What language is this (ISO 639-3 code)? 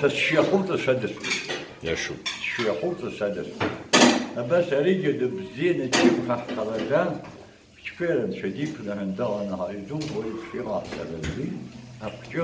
abk